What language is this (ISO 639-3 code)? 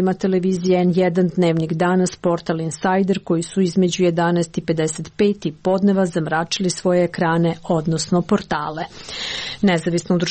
srp